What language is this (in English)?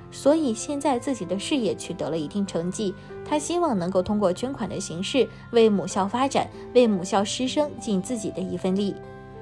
Chinese